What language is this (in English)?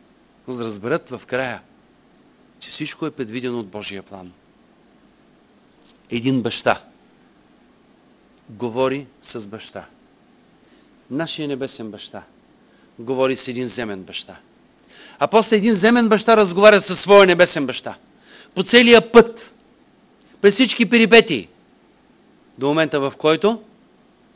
Bulgarian